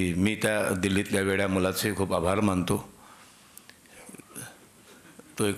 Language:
Marathi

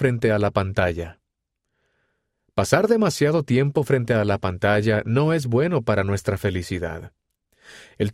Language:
Spanish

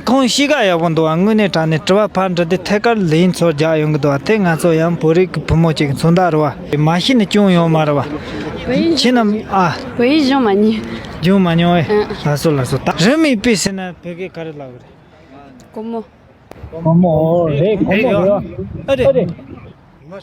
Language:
Tibetan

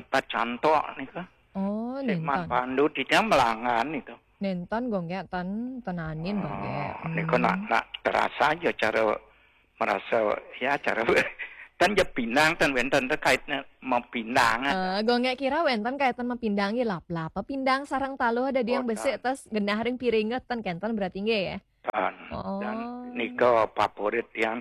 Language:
Balinese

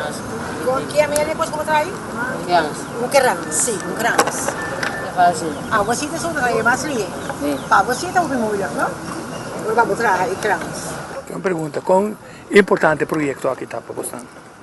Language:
Papiamento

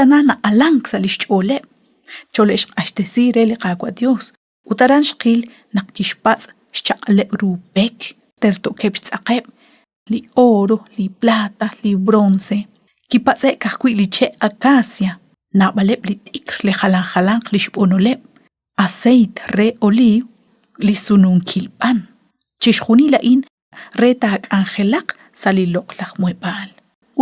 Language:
Kekchí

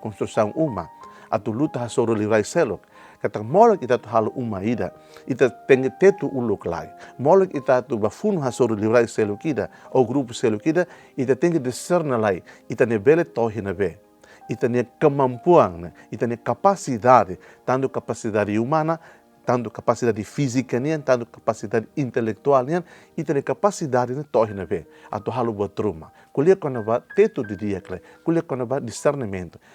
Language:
Tetum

